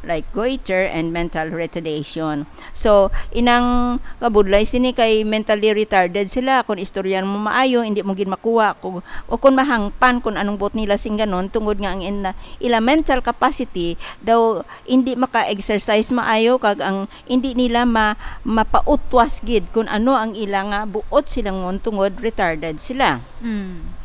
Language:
Hiligaynon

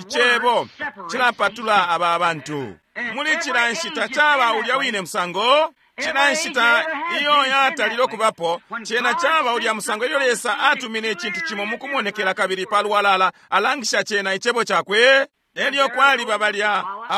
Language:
Bemba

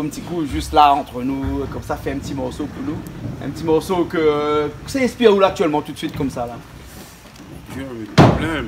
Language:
Réunion Creole French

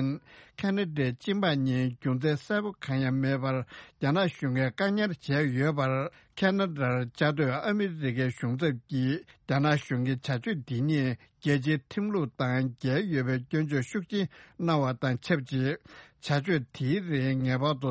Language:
Tibetan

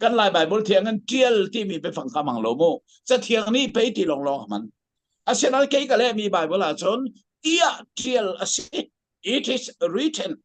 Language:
Hakha Chin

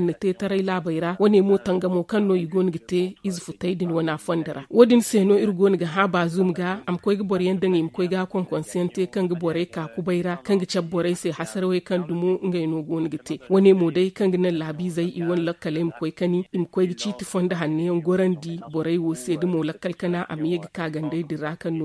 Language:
Zarma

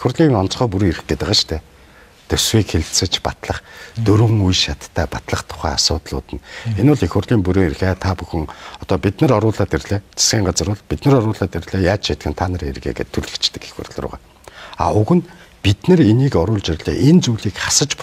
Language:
Mongolian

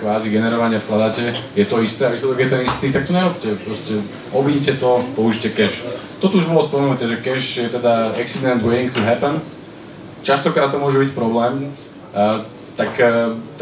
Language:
Slovak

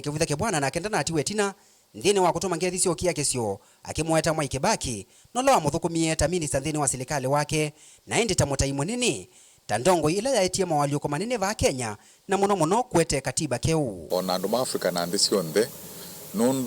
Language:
Kamba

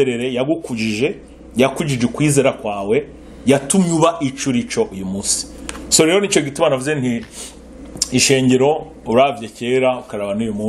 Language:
Rundi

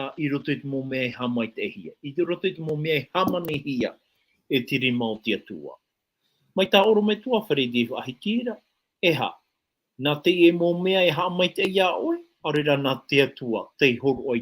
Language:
Tahitian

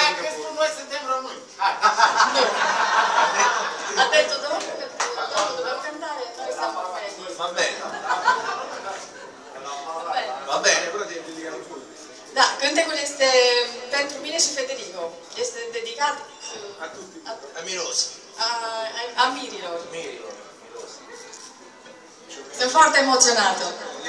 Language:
Romanian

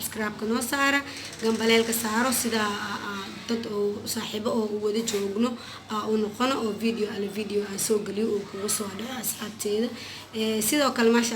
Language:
Somali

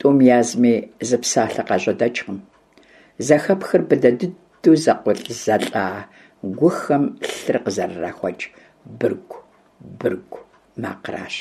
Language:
Kabardian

